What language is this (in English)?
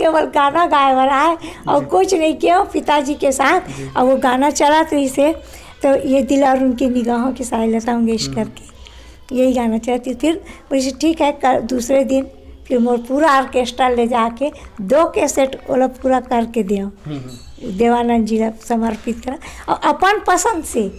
Chhattisgarhi